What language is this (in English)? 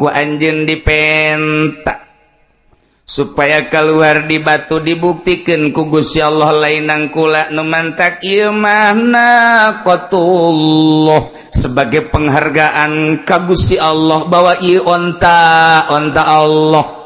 Sundanese